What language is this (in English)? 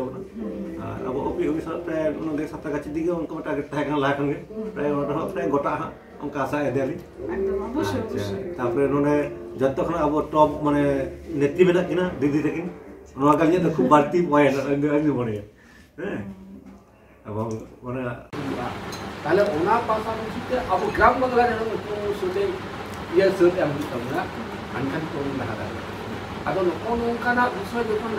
Santali